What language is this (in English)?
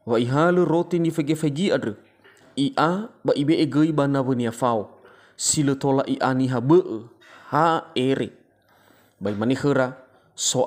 Nias